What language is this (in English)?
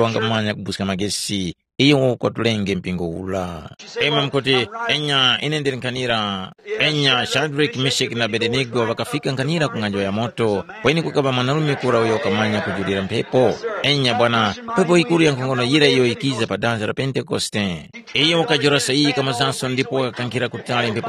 Tumbuka